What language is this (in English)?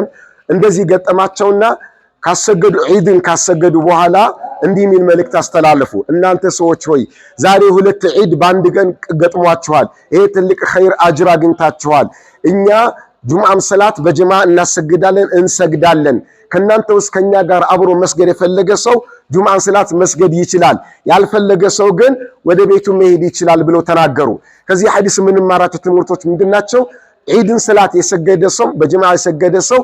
Amharic